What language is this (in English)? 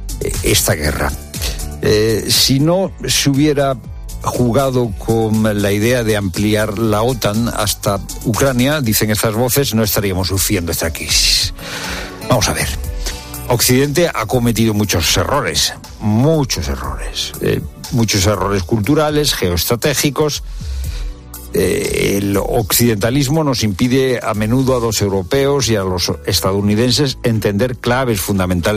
Spanish